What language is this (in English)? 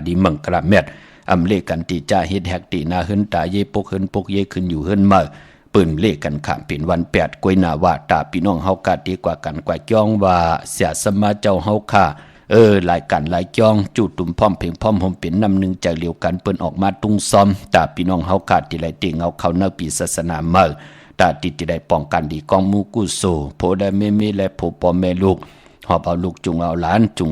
Shan